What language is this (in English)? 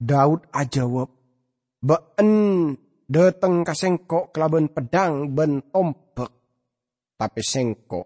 Madurese